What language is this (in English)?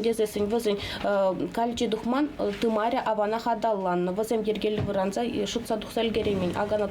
Chuvash